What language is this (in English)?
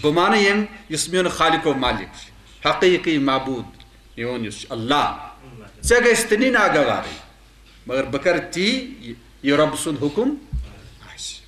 Kashmiri